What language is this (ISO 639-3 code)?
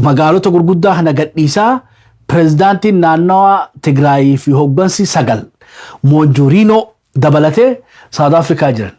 orm